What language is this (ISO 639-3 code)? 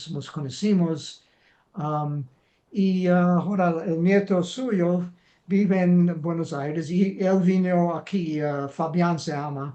lad